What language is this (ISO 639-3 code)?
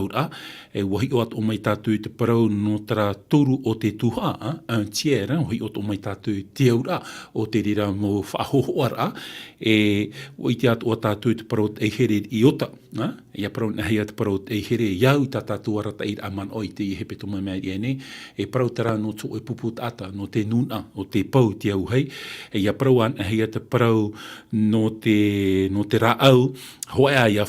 tah